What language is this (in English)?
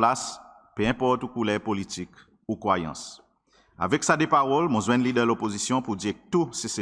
Seselwa Creole French